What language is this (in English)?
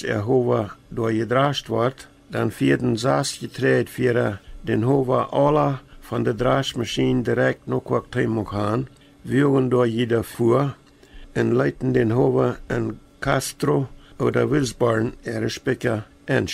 Plautdietsch